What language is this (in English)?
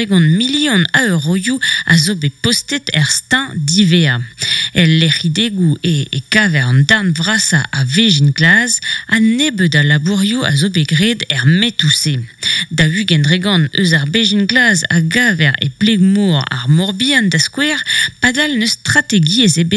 Breton